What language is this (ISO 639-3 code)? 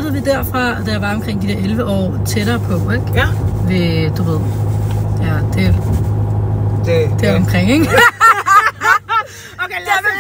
dan